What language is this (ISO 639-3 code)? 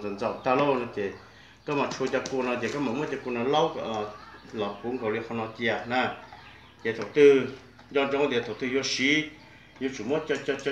hmn